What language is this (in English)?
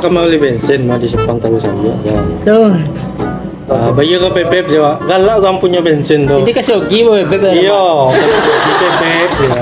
Minangkabau